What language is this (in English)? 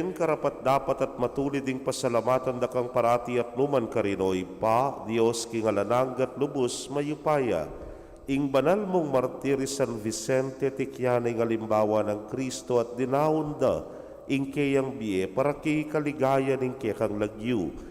Pampanga